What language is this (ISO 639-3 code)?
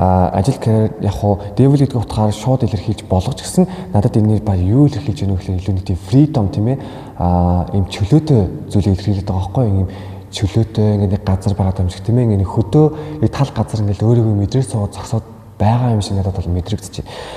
mon